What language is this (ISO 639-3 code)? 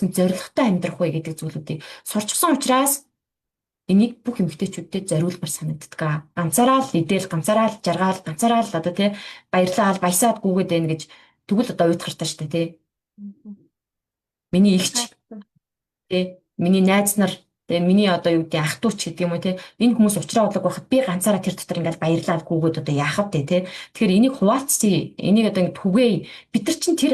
mon